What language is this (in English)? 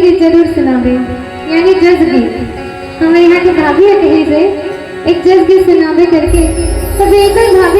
Chhattisgarhi